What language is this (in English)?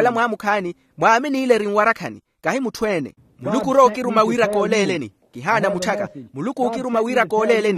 Makhuwa